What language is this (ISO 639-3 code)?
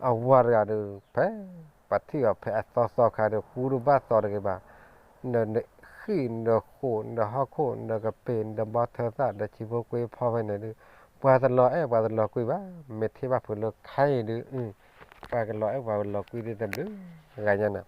ksw